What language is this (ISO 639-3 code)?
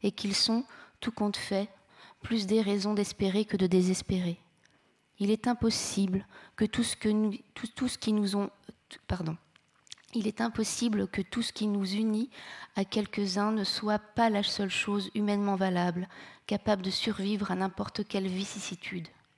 fra